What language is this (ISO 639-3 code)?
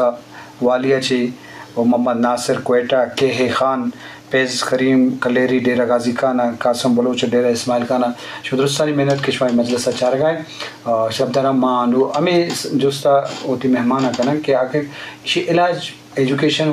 bgp